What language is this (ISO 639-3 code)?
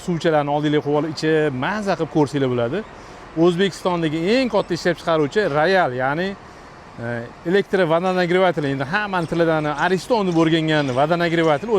uzb